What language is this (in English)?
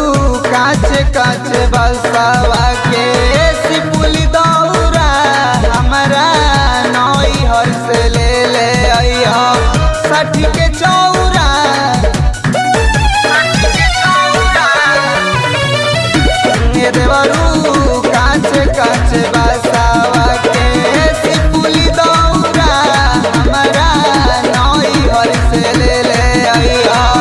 Bhojpuri